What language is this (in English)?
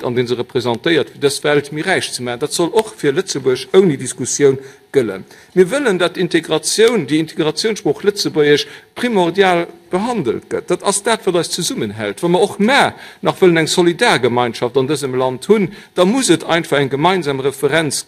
Luxembourgish